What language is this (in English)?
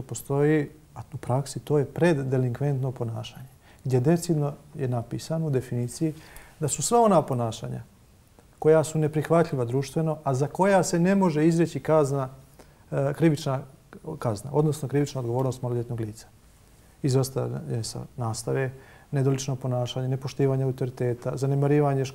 Bosnian